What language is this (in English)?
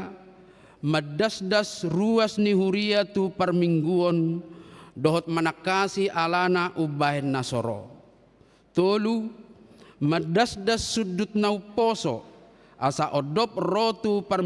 Batak Toba